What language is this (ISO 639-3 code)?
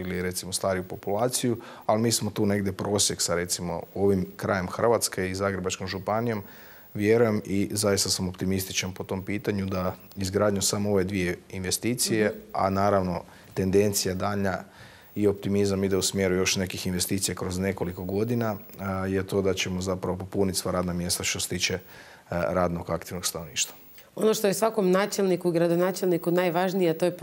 hrv